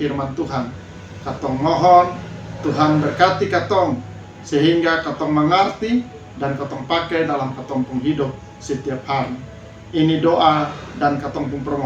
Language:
Kupang Malay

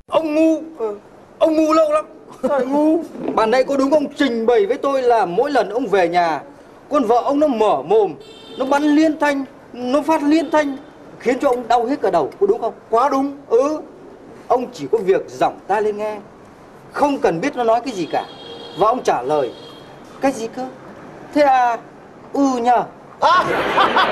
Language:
Vietnamese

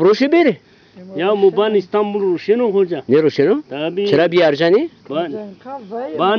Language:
Zaza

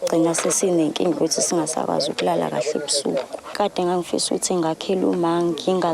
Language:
Zulu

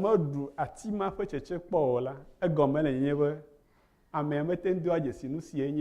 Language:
Ewe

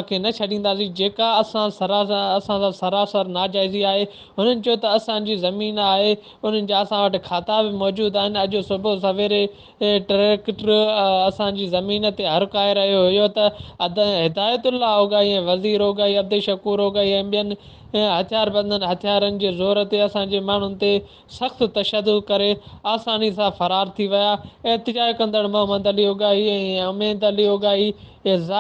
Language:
Sindhi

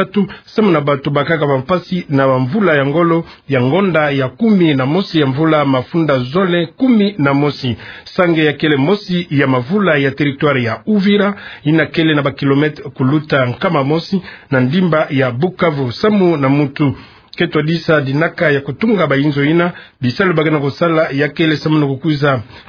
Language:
Kituba (Democratic Republic of Congo)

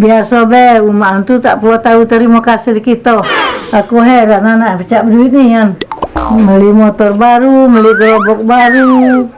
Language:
Musi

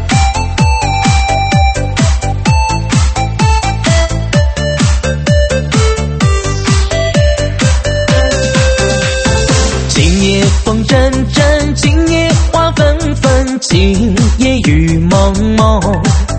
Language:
Chinese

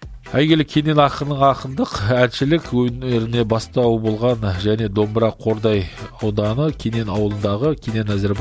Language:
Kazakh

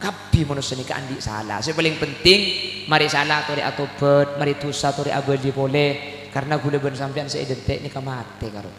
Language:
Madurese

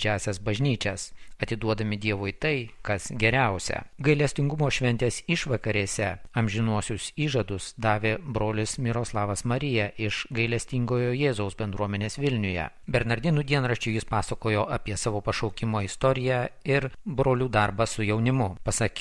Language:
Lithuanian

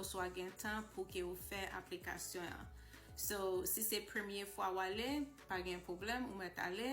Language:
Haitian Creole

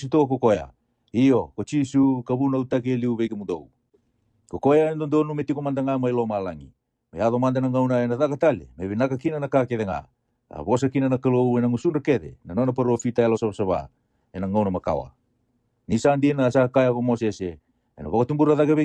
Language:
Fijian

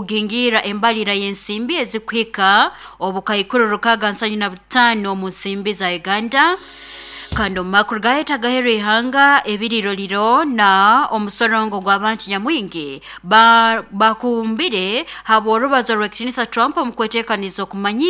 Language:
Nyoro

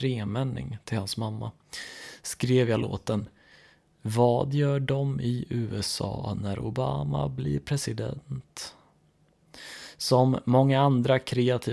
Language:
Swedish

